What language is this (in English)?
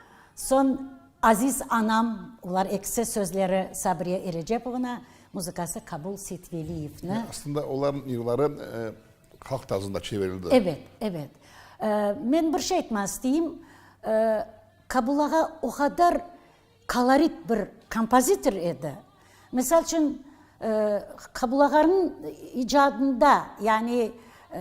Crimean Tatar